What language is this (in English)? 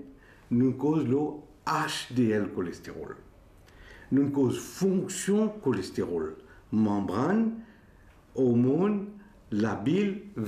Morisyen